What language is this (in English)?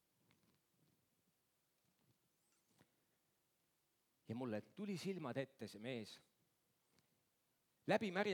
Estonian